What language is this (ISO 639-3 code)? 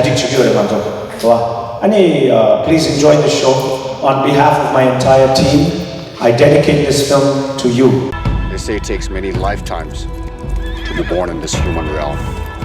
bod